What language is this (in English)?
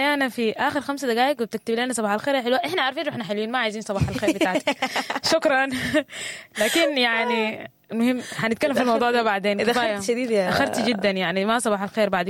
Sudanese Arabic